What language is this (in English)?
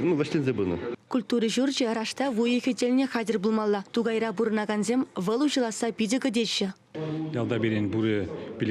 Chuvash